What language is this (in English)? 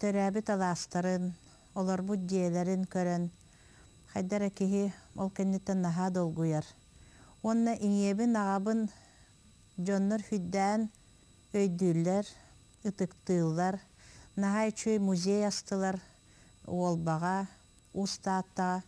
Yakut